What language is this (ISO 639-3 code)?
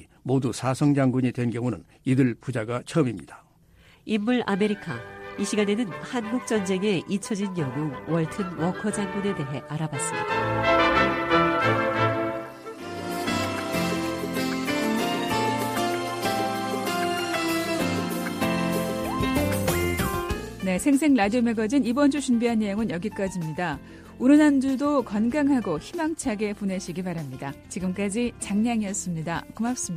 kor